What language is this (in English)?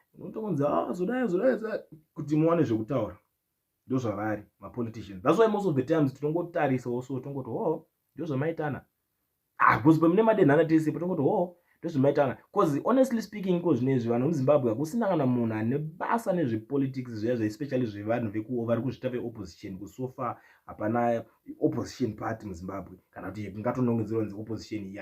Shona